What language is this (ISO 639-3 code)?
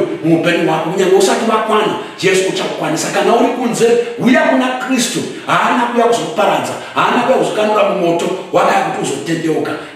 sna